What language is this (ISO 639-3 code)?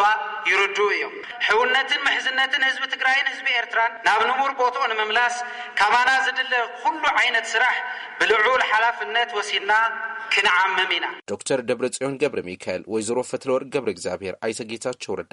tir